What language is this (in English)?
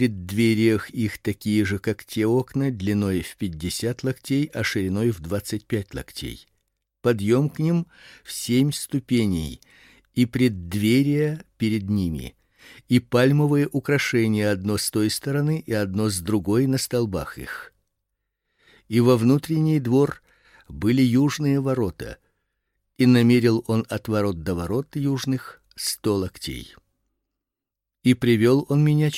Russian